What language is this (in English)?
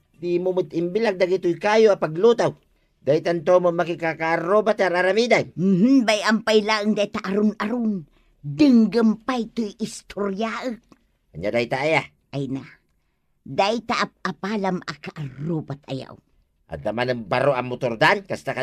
Iloko